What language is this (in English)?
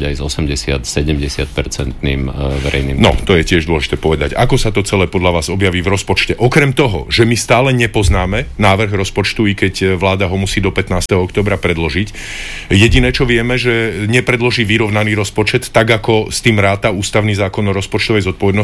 Slovak